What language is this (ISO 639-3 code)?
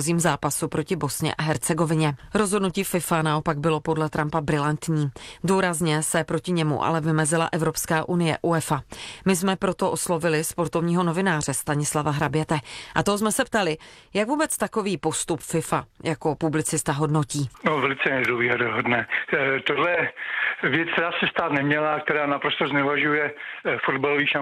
ces